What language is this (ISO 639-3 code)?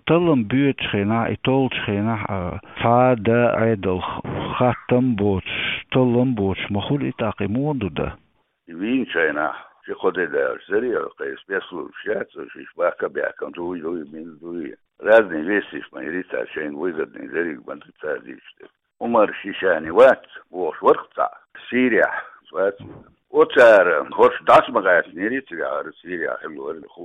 che